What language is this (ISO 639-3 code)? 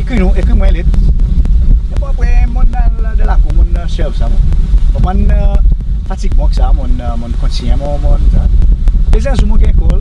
crs